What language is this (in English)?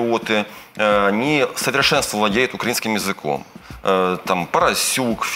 Russian